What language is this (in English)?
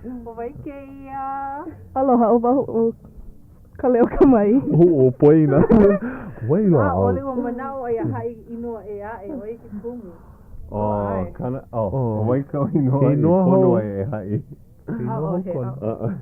Hawaiian